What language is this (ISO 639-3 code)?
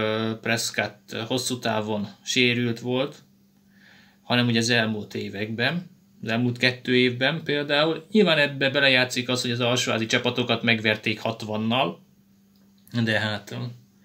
hun